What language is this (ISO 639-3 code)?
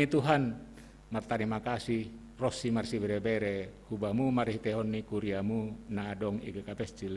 bts